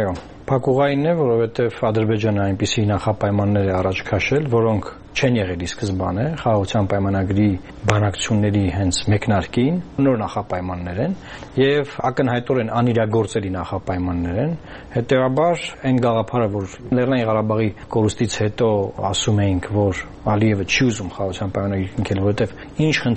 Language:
Armenian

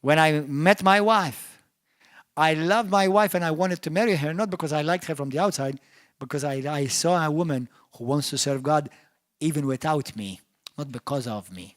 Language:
English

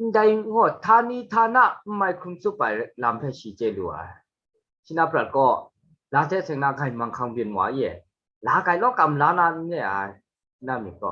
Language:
Kachin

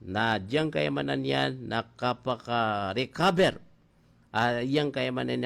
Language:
Maranao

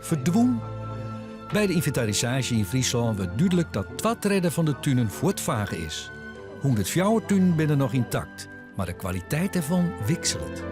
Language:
Western Frisian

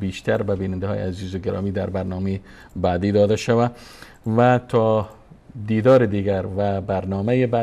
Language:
Persian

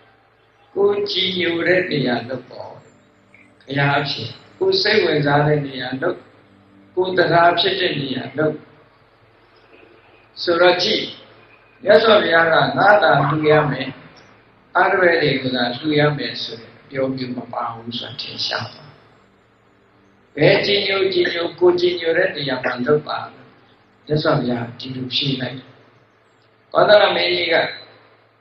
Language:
Burmese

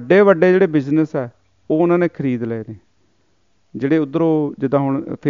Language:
Punjabi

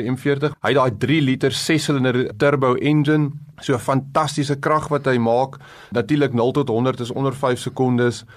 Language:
Afrikaans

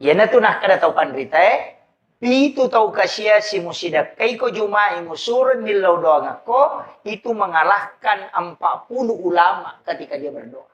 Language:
Buginese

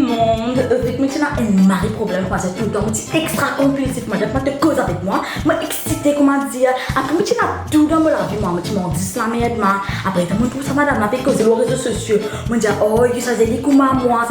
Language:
Morisyen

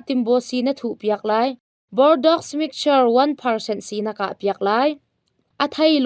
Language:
Hakha Chin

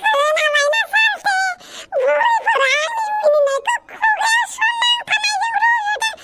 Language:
Bodo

